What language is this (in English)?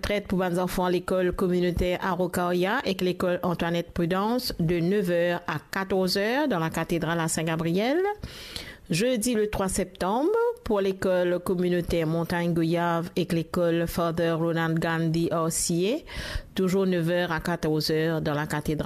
Morisyen